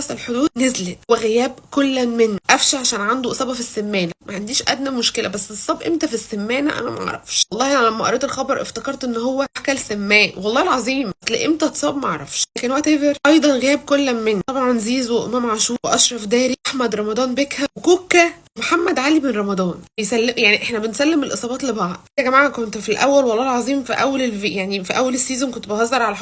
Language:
Egyptian Arabic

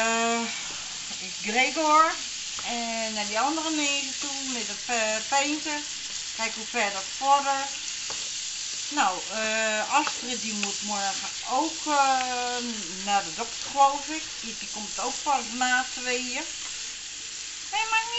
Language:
Dutch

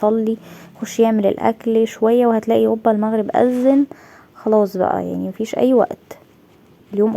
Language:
Egyptian Arabic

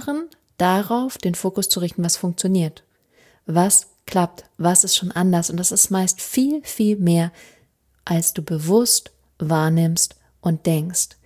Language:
German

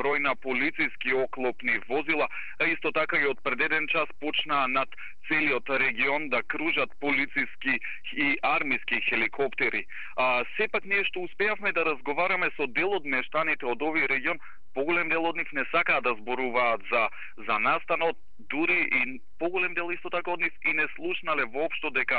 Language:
Macedonian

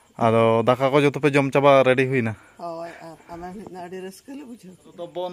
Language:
Santali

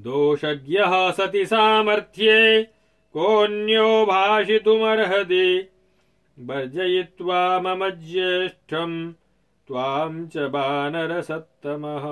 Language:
Sanskrit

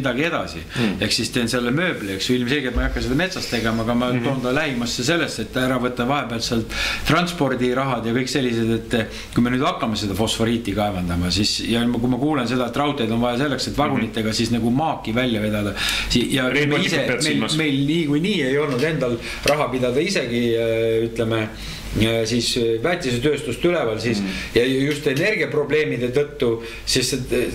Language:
Estonian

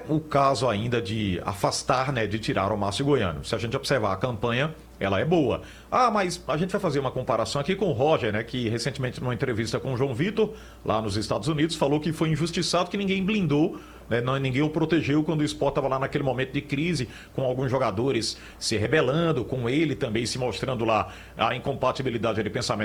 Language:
Portuguese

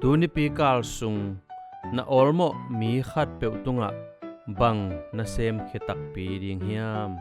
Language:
Tedim Chin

